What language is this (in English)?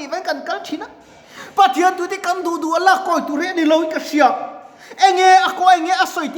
Mizo